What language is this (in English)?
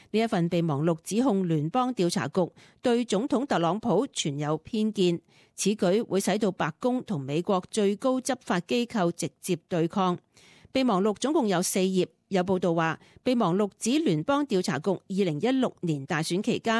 Cantonese